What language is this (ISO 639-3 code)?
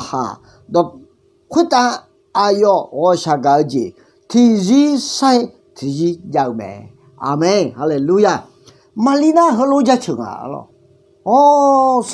ahk